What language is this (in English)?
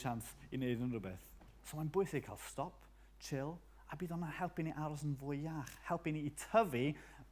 Welsh